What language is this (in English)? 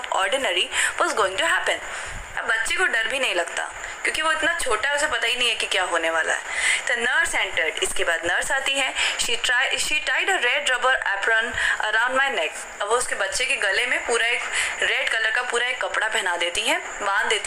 Hindi